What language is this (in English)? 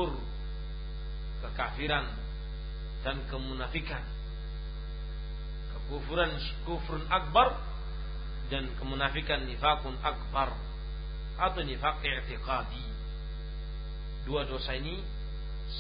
Indonesian